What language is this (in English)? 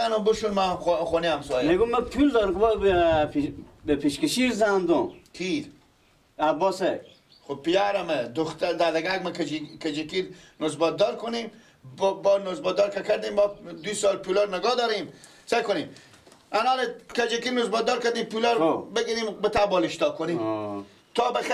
Persian